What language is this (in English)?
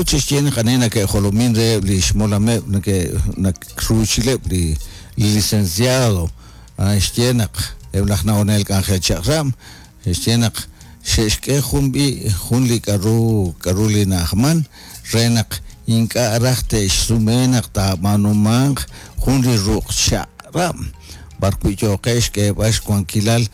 Kekchí